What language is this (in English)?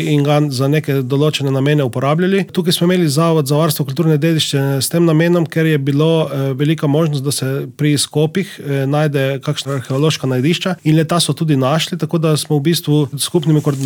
Slovenian